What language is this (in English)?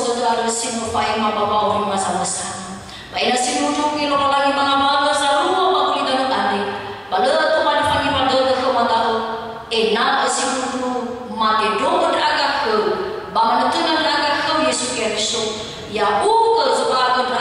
Nias